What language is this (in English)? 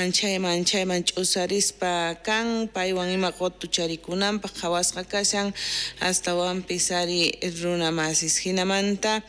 South Bolivian Quechua